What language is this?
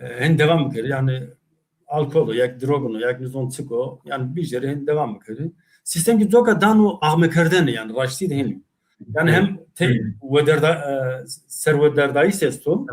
Zaza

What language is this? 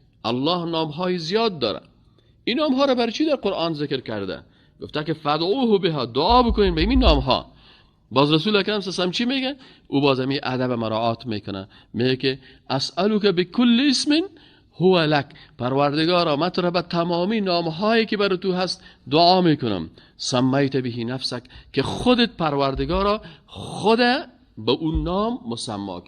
Persian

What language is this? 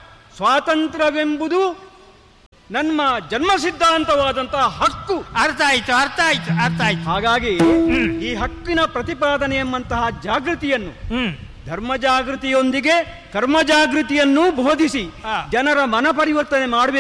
Kannada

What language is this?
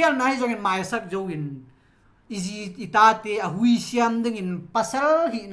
Tedim Chin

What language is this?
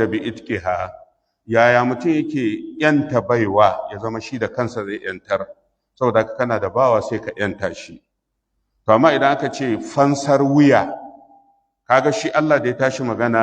Hausa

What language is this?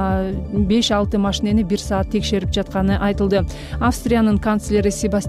Kyrgyz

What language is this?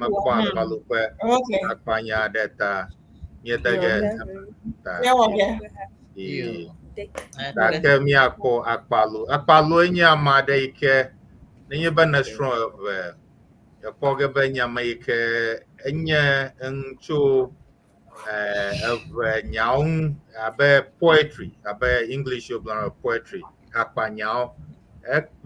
Ewe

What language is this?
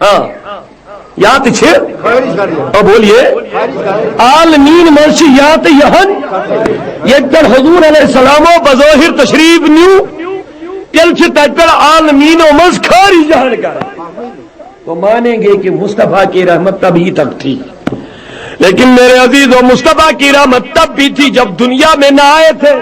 Kashmiri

